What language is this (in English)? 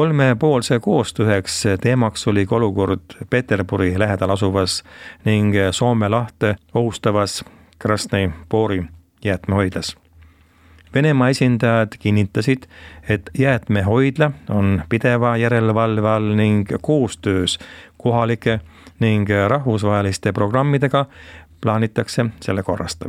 Estonian